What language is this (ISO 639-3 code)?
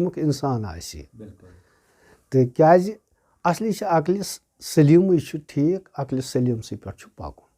kas